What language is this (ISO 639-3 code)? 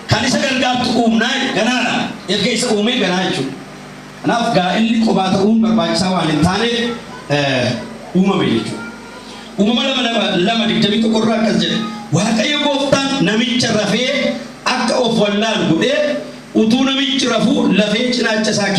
orm